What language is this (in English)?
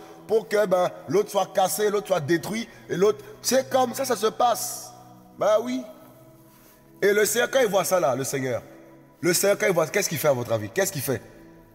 French